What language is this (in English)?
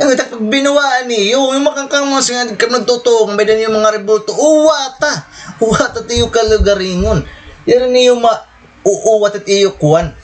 Waray